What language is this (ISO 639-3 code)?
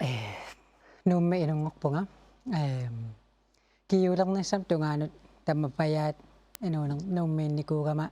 kal